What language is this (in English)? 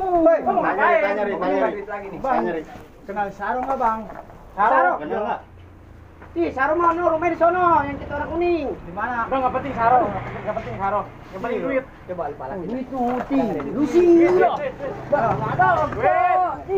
Betawi